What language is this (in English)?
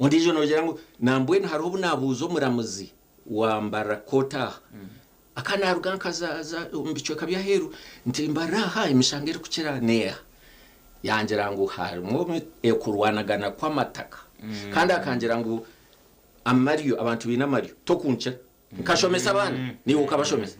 Nyankole